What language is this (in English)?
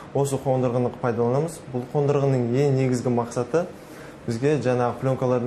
Kazakh